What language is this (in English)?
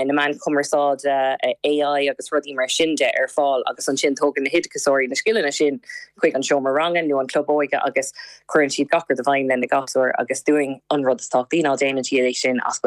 Irish